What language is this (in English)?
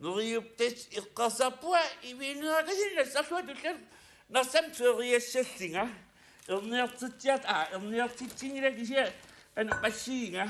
Kalaallisut